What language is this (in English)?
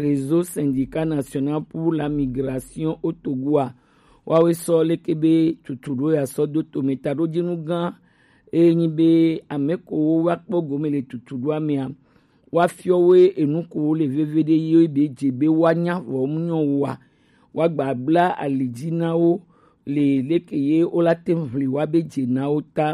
Gen